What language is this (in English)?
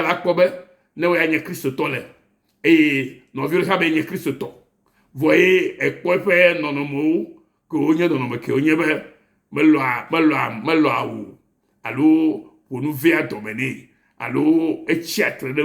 Ewe